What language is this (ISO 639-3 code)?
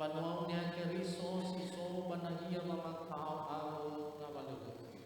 nia